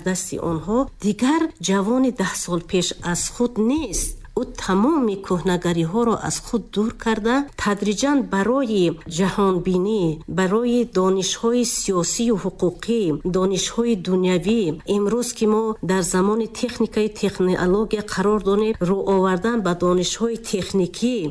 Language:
Tajik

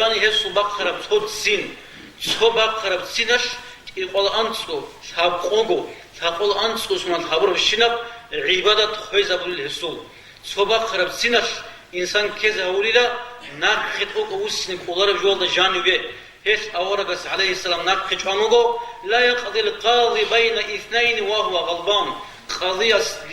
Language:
Avaric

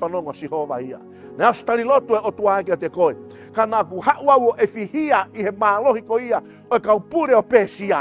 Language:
Tongan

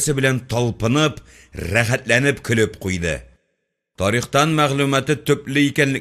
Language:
Tatar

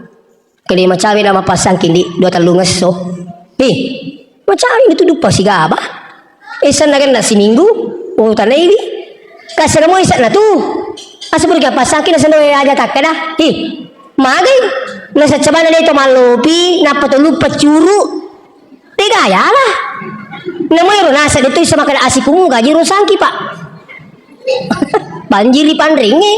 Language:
Buginese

